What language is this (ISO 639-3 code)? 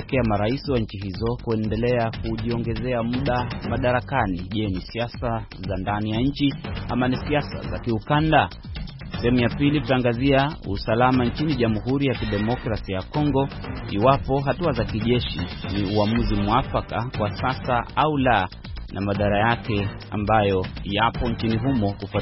swa